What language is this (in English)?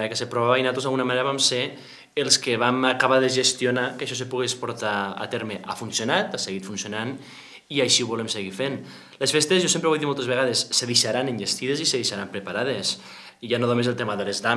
Catalan